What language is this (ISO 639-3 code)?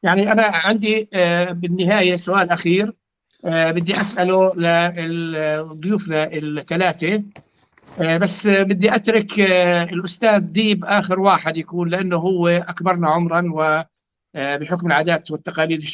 apc